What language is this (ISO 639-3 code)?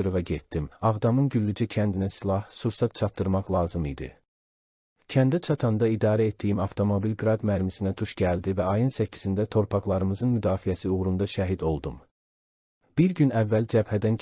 aze